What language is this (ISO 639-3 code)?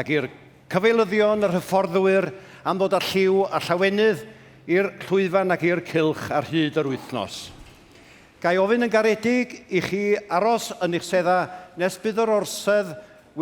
cym